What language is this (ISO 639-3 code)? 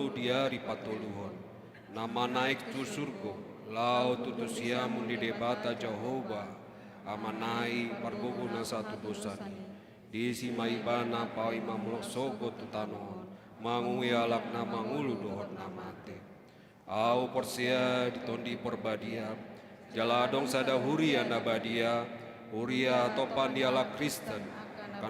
bbc